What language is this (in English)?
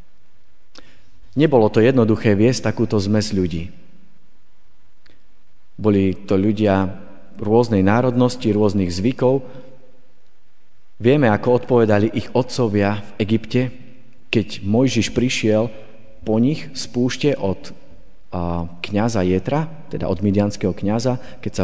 Slovak